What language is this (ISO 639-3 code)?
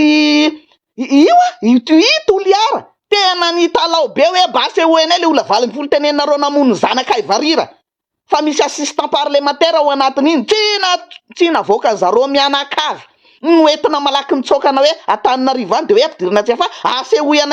mlg